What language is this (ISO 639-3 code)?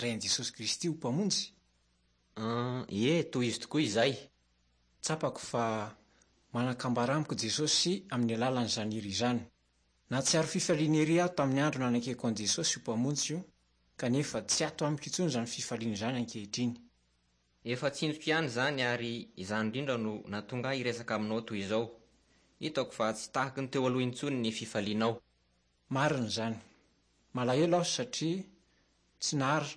mlg